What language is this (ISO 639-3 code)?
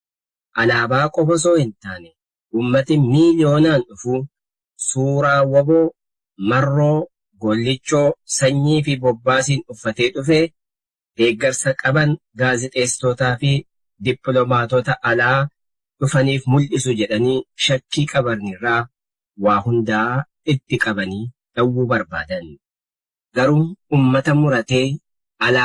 orm